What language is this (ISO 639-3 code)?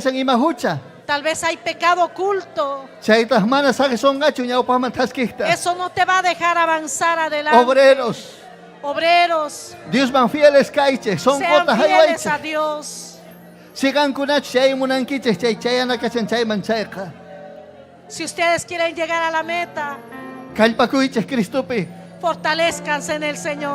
quy